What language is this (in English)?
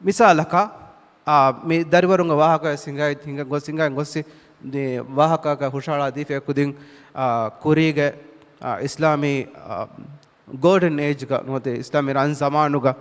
Divehi